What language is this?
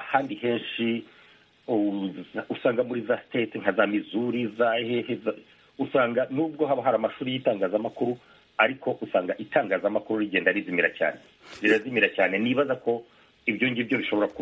Kinyarwanda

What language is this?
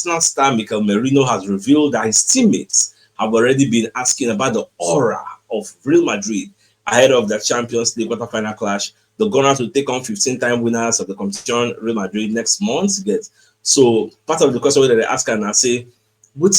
Nigerian Pidgin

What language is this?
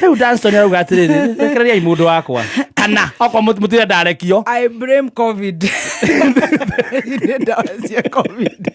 Kikuyu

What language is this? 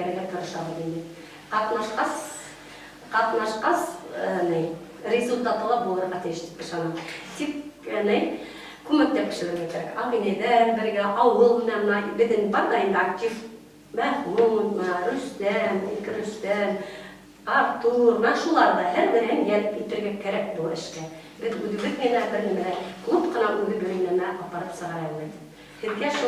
Bashkir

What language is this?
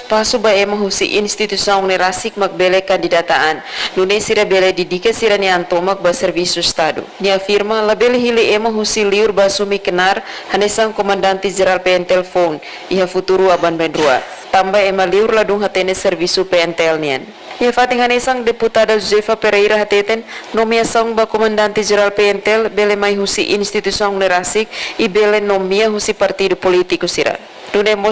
Tetum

